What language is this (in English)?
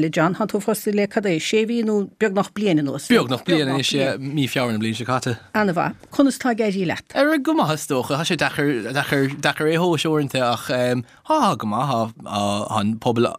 Irish